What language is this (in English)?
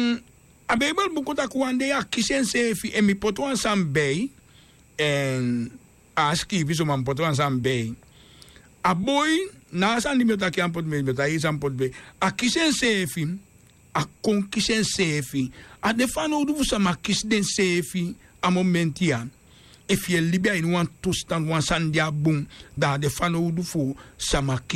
Sranan Tongo